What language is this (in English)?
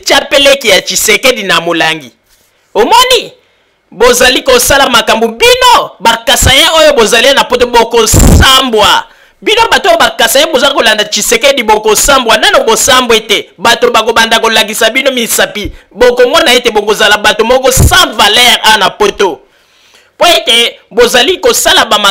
Lingala